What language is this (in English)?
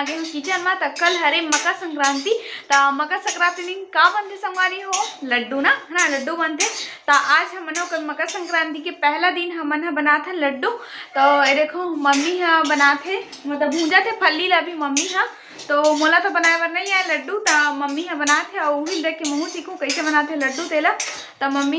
Chhattisgarhi